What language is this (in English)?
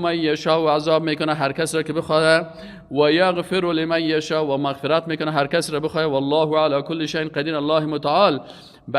Persian